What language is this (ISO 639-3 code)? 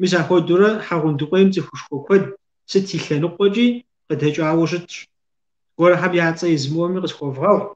kbd